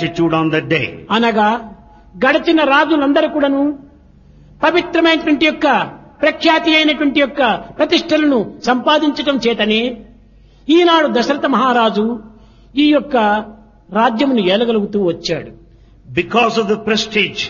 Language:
Telugu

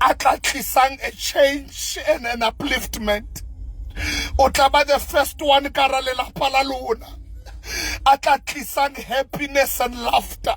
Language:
Southern Sotho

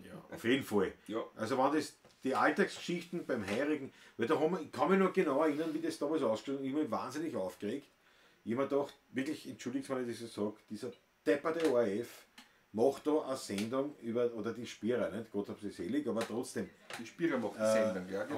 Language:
Bavarian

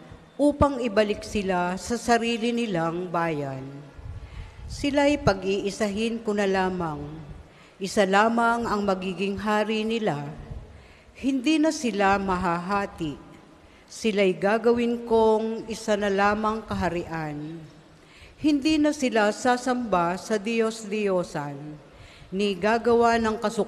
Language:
Filipino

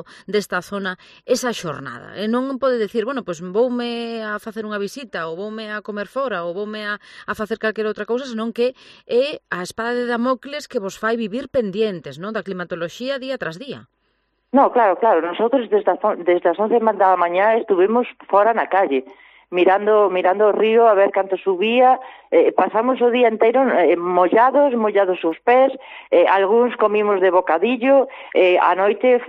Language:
Galician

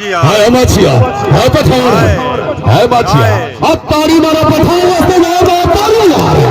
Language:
Pahari-Potwari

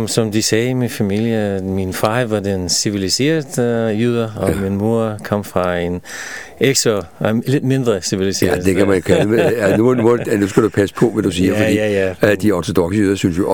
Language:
Danish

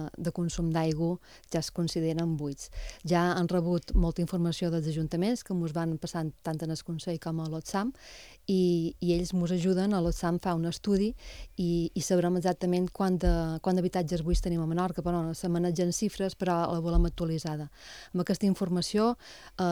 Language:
Catalan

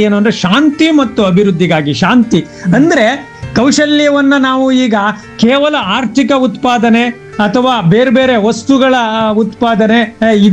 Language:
Kannada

